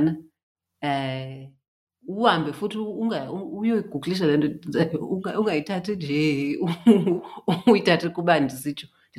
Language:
Xhosa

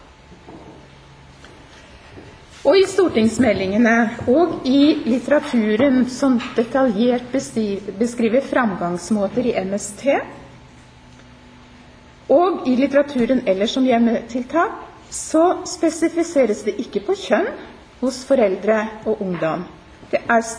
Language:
Norwegian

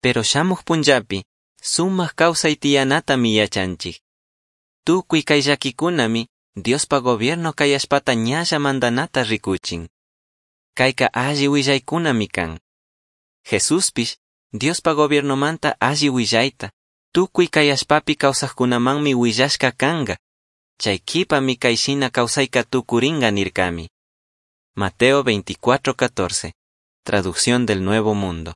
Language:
Chimborazo Highland Quichua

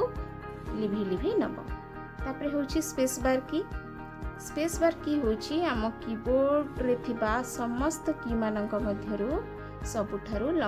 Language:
Odia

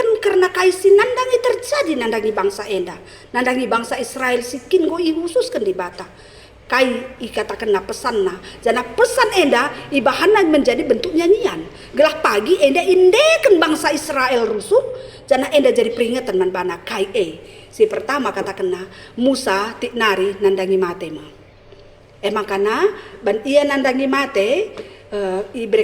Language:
Batak Karo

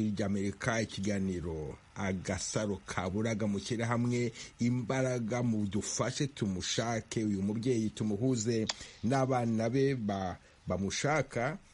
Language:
Kinyarwanda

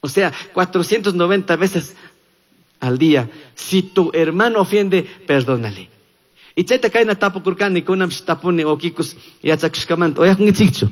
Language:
Chimborazo Highland Quichua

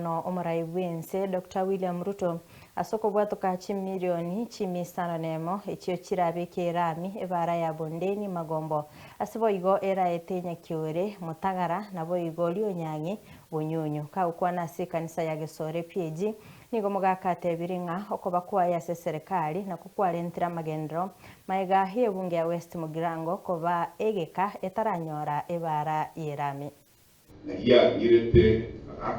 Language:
Gusii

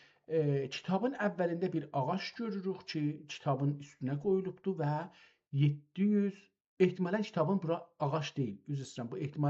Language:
South Azerbaijani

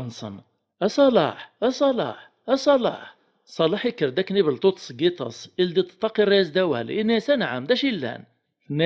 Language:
Kabyle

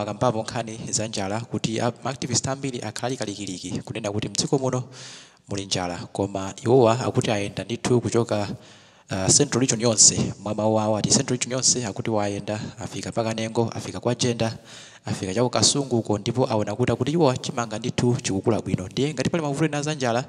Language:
Nyanja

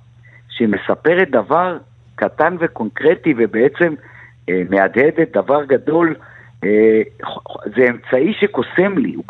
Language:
Hebrew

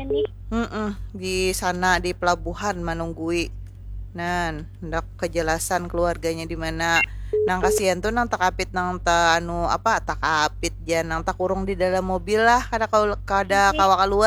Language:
Banjar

